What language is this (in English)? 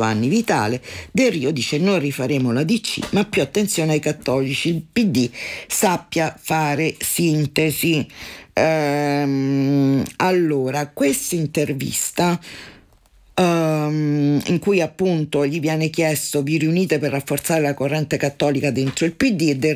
Italian